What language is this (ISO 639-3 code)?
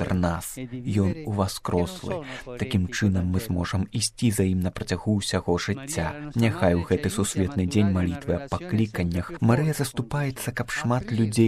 bel